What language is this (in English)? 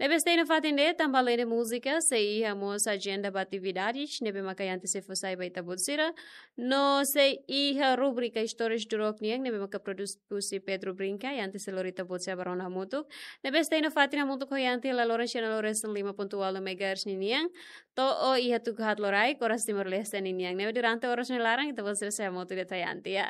Tetum